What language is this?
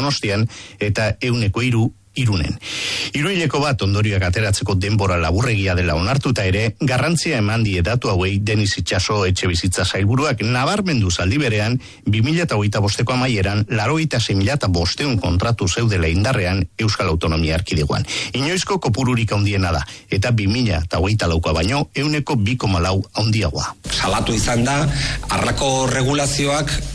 Basque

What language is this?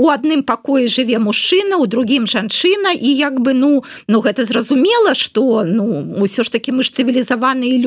Belarusian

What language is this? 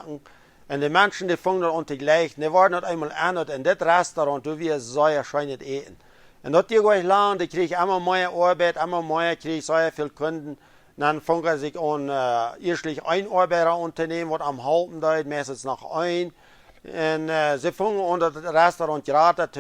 Plautdietsch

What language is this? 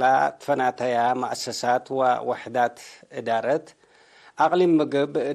Tigre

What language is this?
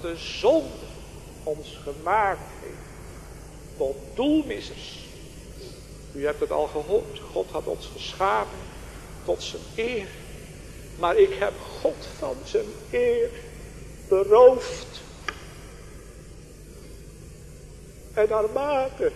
Dutch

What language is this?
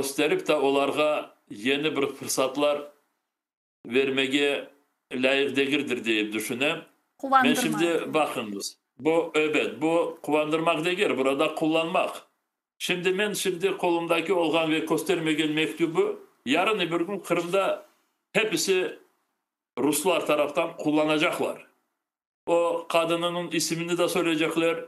Crimean Tatar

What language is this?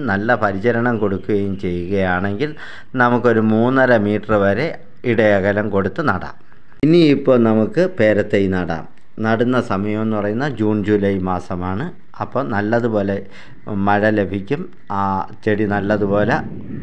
Malayalam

